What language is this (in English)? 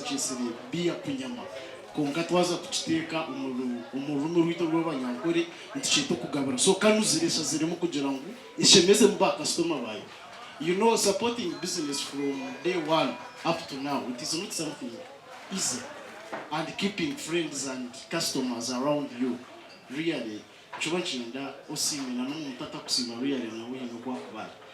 Nyankole